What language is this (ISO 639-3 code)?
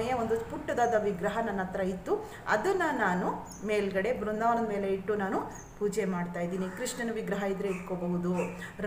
kan